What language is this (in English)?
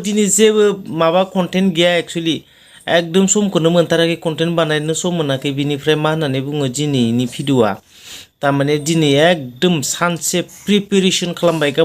Bodo